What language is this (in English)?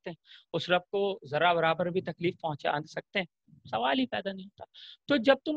Urdu